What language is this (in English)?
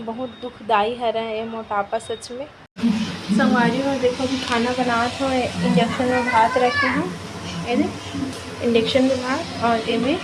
Chhattisgarhi